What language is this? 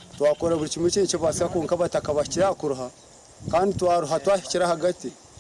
Nyankole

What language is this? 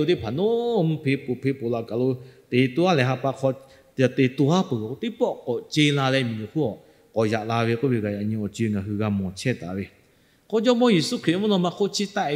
Lahu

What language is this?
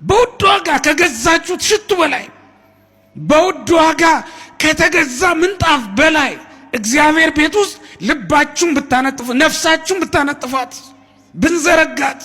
Amharic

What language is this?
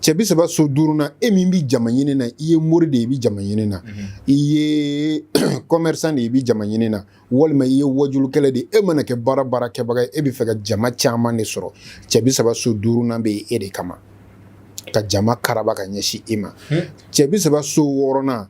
Bambara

